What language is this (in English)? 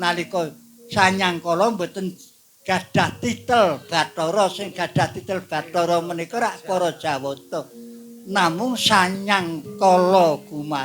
Javanese